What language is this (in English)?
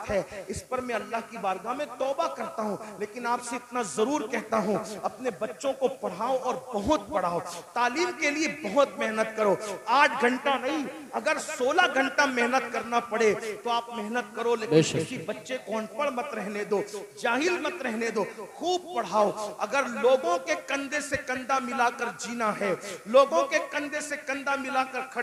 Hindi